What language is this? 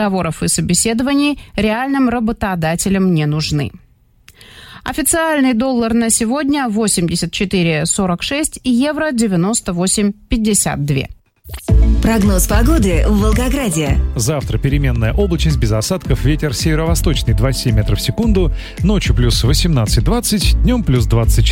Russian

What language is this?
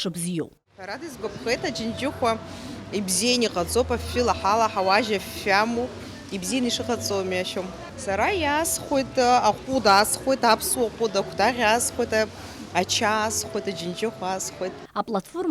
Abkhazian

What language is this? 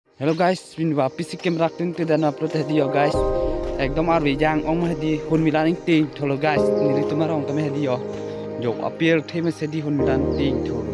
Karbi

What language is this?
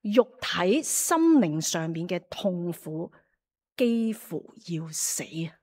Cantonese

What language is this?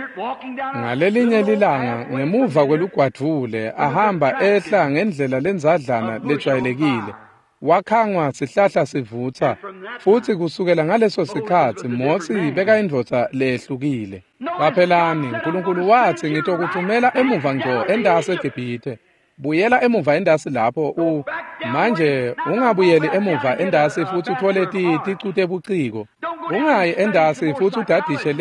Swati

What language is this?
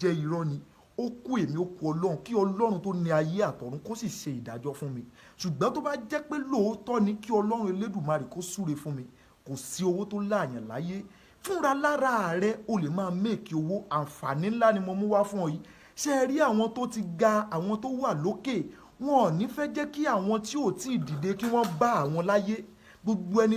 Yoruba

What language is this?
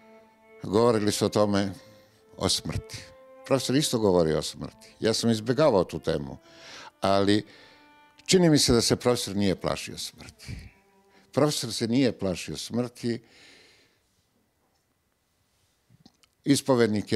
Serbian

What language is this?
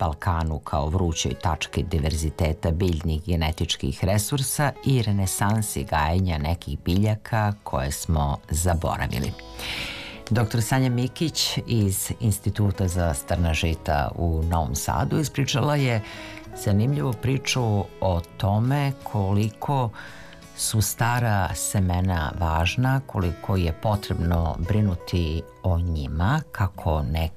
Serbian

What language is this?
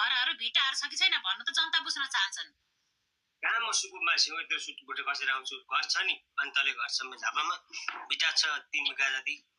Nepali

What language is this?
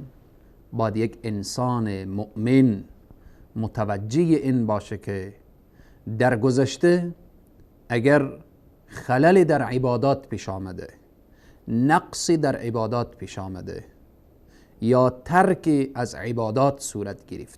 Persian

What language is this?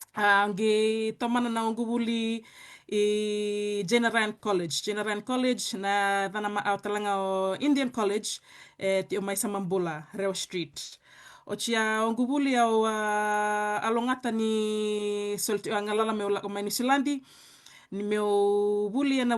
Fijian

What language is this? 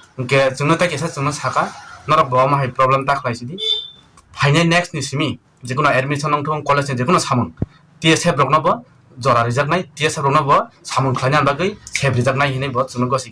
Kok Borok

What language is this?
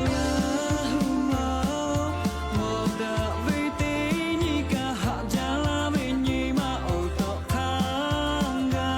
Lahu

